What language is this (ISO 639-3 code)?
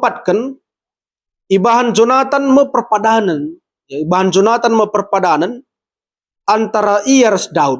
btx